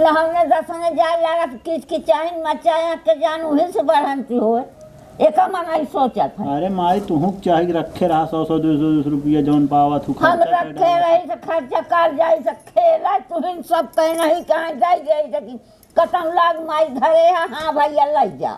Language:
Awadhi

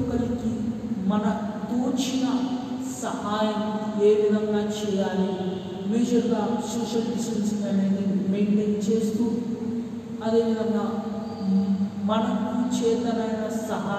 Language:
Telugu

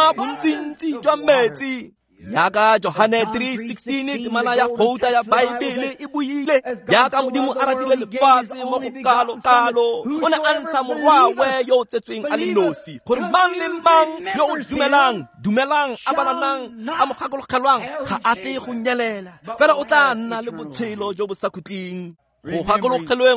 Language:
Tswana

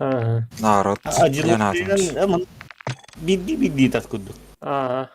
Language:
Yakut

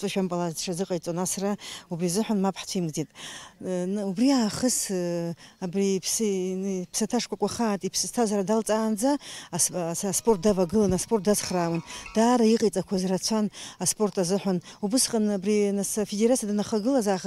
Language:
Abkhazian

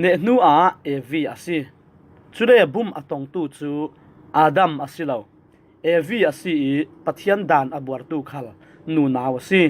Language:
Falam Chin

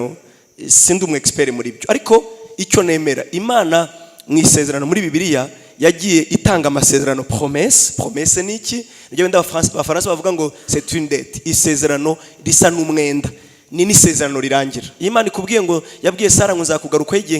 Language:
Kinyarwanda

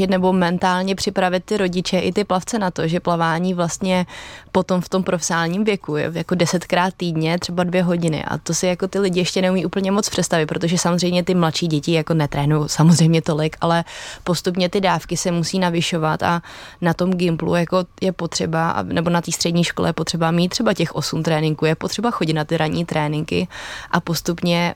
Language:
Czech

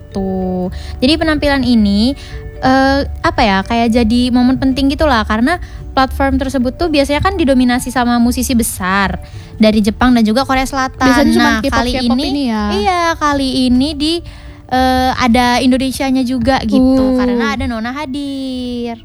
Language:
Indonesian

